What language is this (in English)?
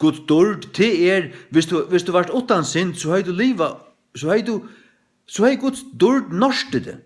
Faroese